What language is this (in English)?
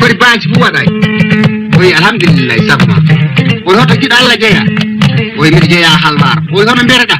Fula